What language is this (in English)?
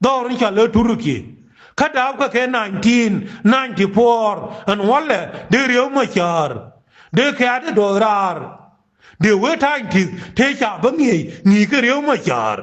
Nuer